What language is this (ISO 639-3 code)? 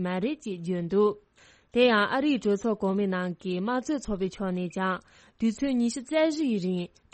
bod